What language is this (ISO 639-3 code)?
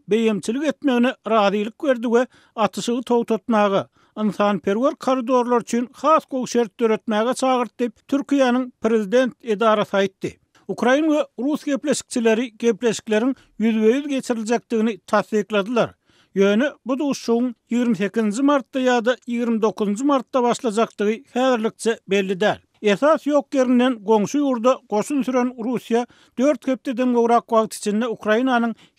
tuk